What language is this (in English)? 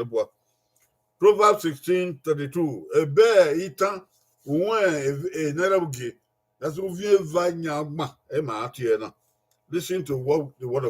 Bini